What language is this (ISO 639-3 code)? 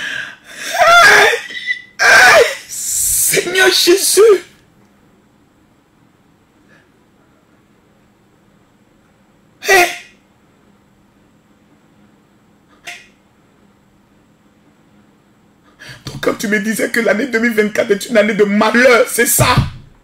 fra